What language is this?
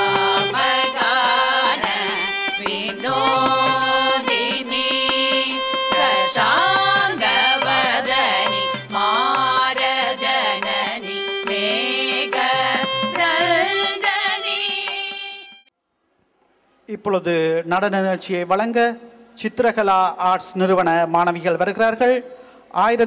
Tamil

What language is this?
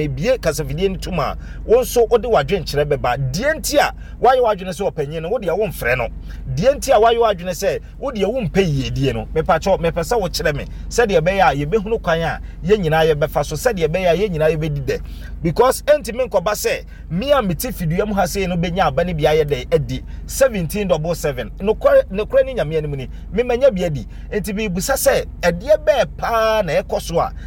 Akan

